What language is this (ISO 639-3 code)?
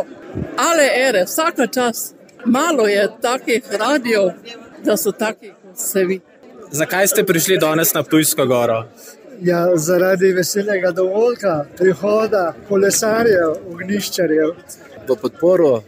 slv